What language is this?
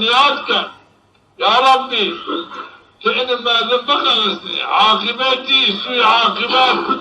Zaza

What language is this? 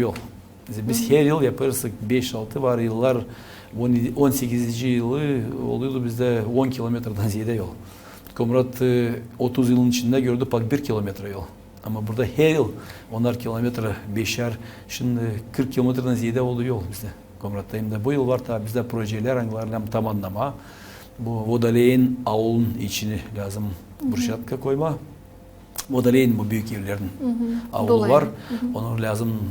Gagauz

